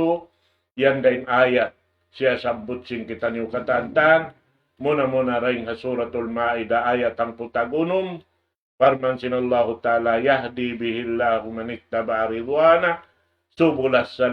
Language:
Tausug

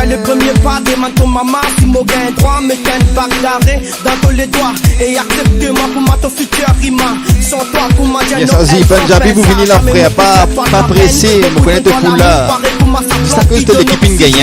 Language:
Morisyen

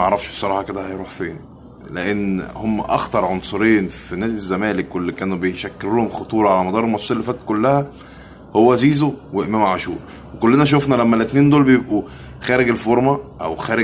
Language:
Egyptian Arabic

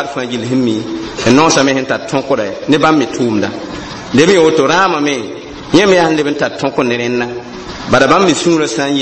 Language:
Mossi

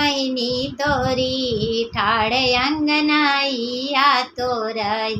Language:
Bhojpuri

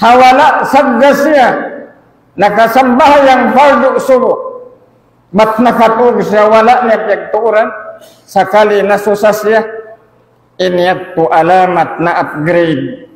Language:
Tausug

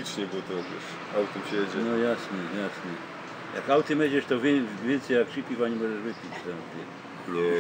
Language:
Silesian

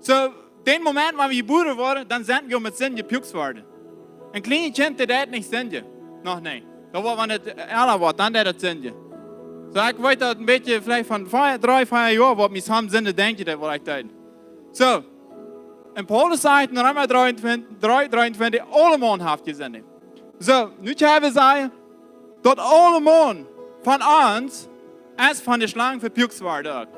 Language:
Plautdietsch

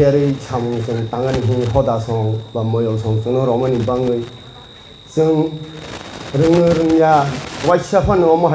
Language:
Kok Borok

